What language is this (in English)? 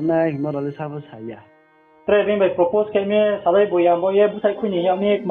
Riang (India)